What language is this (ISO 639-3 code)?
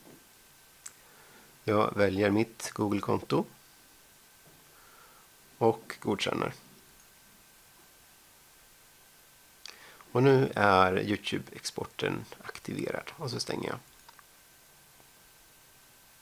swe